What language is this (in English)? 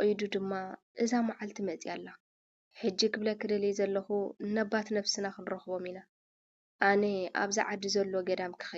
Tigrinya